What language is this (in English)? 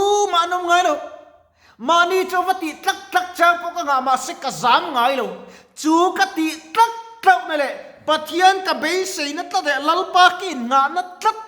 Mizo